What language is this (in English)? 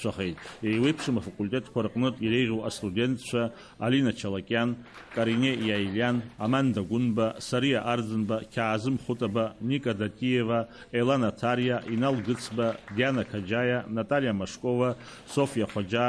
Abkhazian